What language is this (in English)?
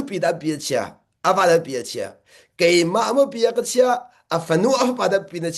Hakha Chin